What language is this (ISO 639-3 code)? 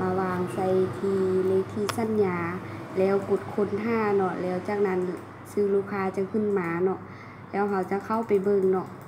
lao